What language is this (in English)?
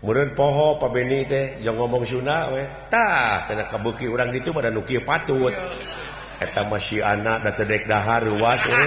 Sundanese